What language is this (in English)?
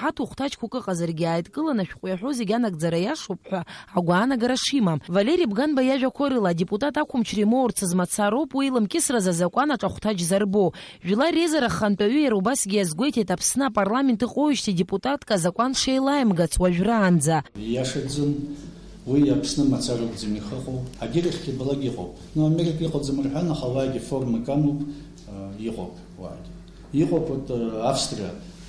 Abkhazian